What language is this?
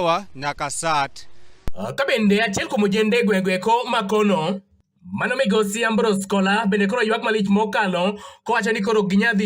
Luo (Kenya and Tanzania)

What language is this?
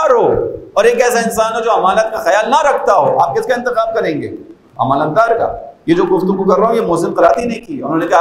Urdu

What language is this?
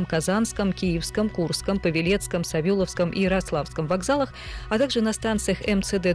Russian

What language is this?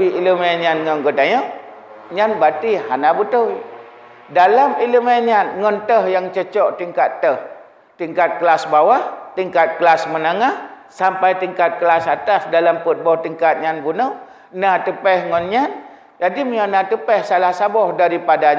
Achinese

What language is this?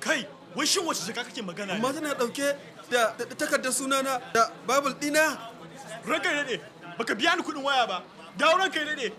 Hausa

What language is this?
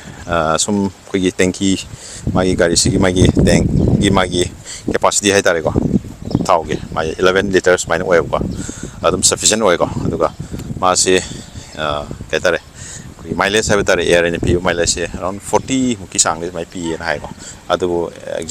Manipuri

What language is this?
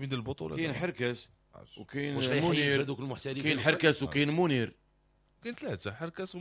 Moroccan Arabic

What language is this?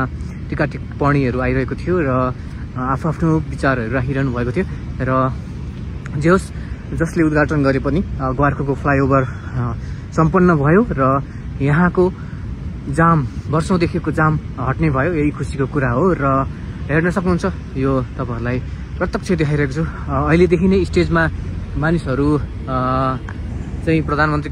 Nepali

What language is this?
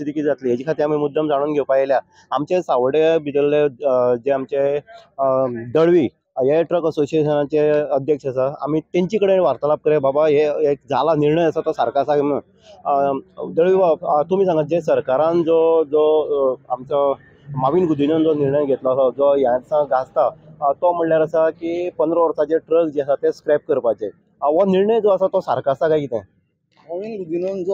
Konkani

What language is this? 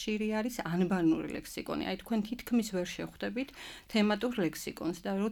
Georgian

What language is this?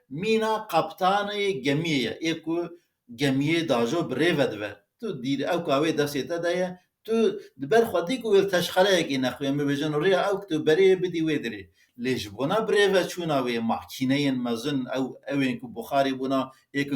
Kurdish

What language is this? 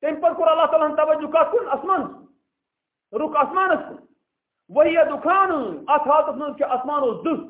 Kashmiri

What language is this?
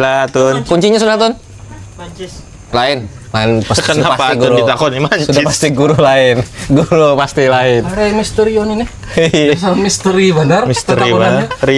Banjar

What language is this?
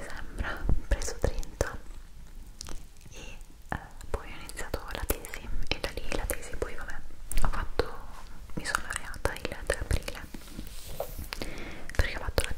Italian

